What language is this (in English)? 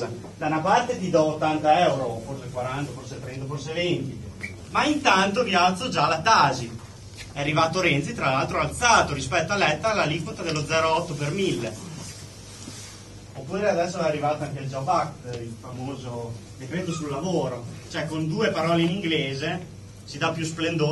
Italian